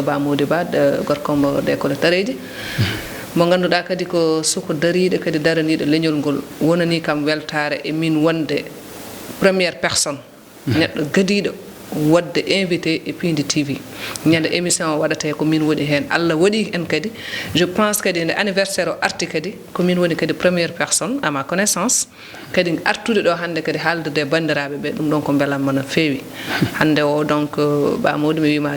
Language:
Fula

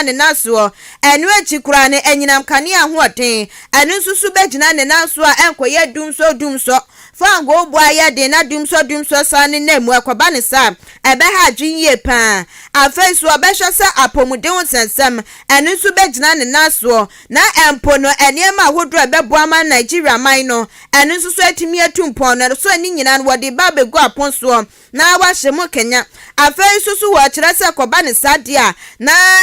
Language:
Akan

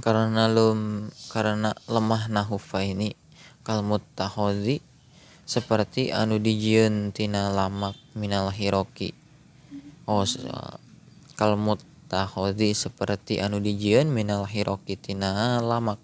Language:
Sundanese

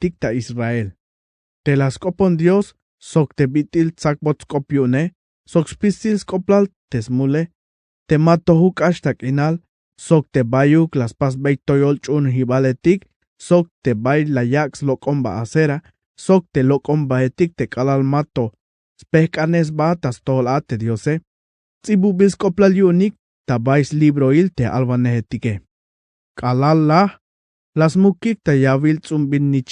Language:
Tzeltal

